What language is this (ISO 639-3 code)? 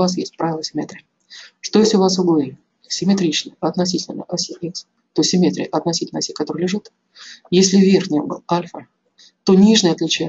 rus